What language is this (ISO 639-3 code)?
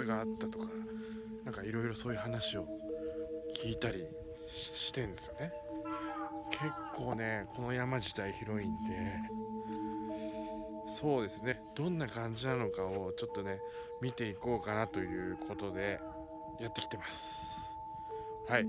jpn